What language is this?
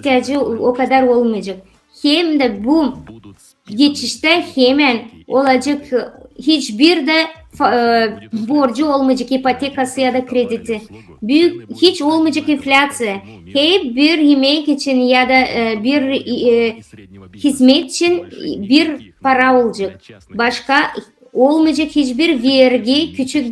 Gagauz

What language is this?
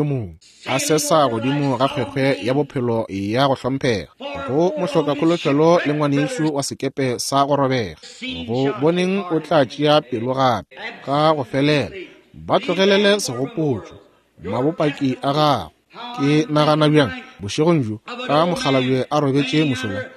Northern Sotho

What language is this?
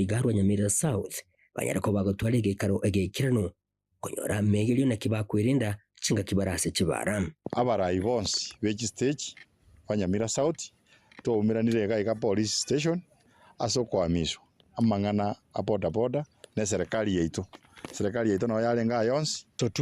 Gusii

